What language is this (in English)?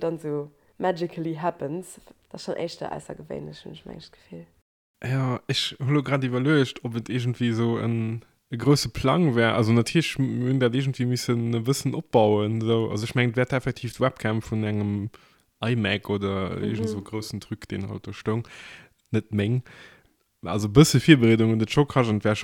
Luxembourgish